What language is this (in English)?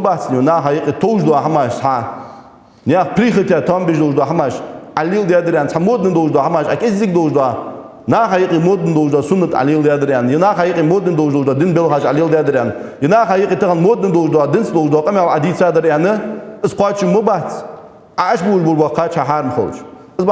Ingush